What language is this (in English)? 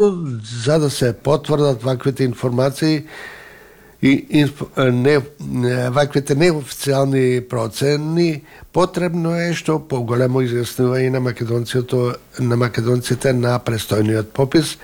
Macedonian